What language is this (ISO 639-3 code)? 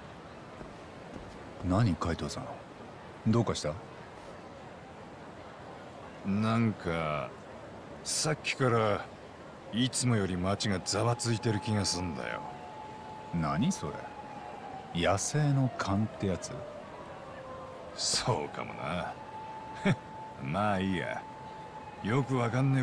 jpn